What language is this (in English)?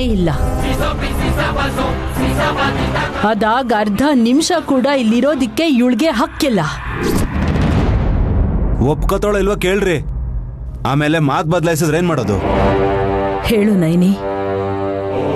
Kannada